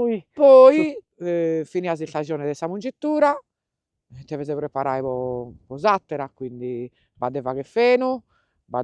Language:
Sardinian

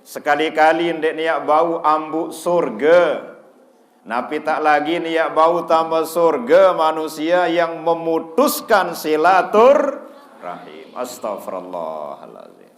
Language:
Sasak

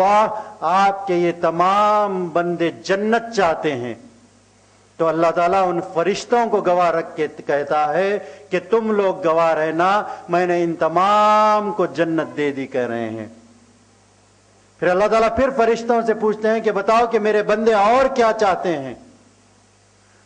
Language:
Urdu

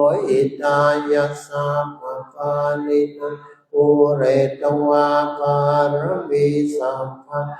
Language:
Pali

